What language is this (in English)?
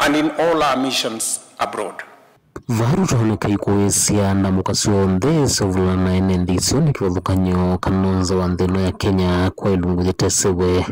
Kamba